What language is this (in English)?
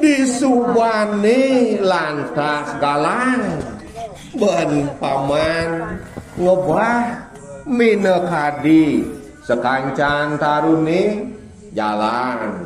Balinese